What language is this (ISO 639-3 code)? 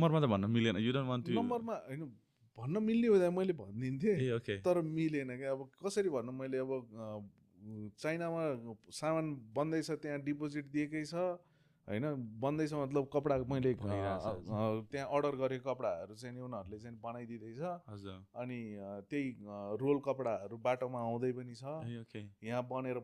nep